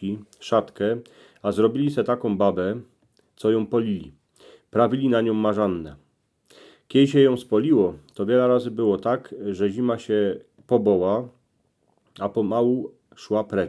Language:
Silesian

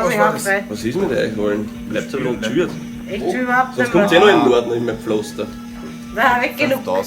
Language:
Bavarian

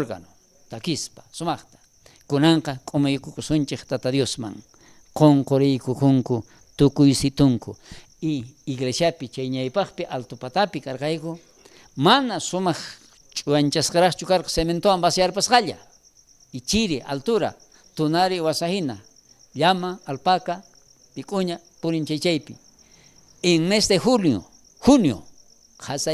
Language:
South Bolivian Quechua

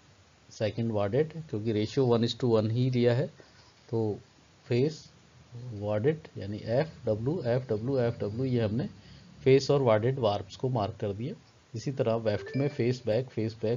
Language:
Hindi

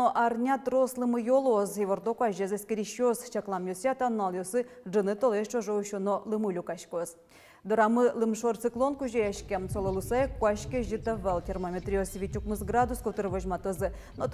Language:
Udmurt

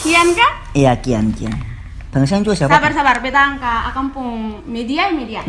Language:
Ambonese Malay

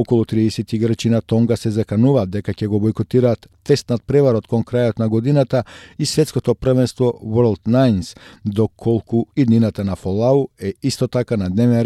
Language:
Macedonian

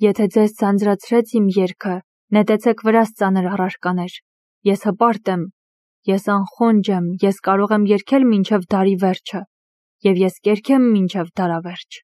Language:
Armenian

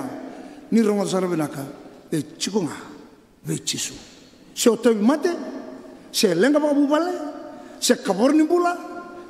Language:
Fijian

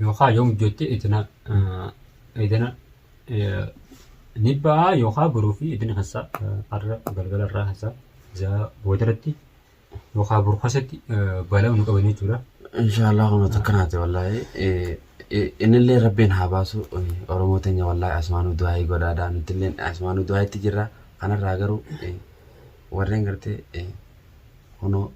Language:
Oromo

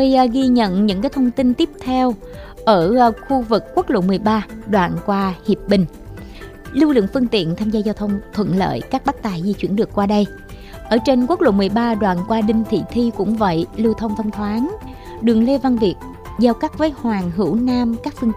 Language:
Vietnamese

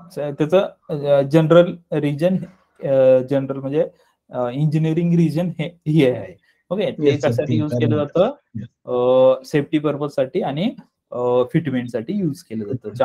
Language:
Marathi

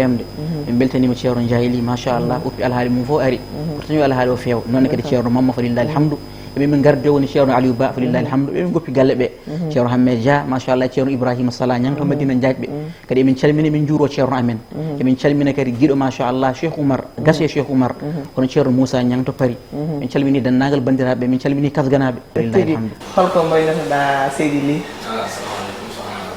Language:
Fula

